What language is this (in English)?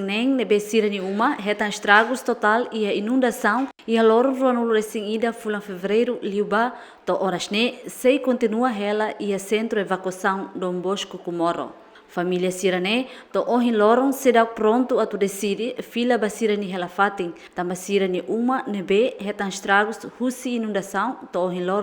Tetum